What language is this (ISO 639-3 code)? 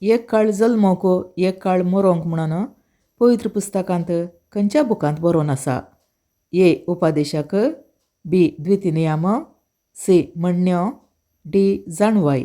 kok